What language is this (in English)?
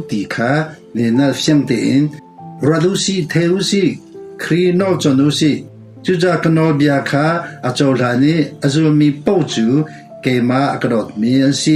Hakha Chin